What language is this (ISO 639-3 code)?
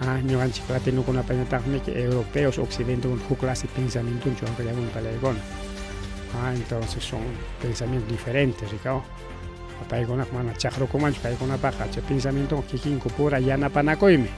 quy